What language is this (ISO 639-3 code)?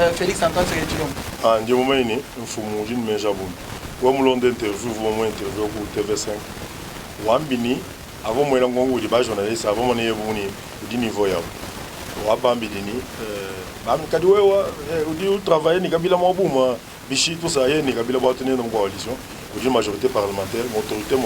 lua